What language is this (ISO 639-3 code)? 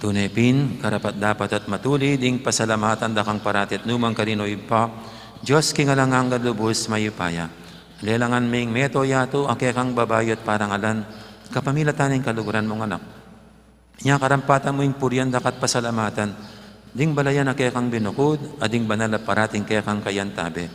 pam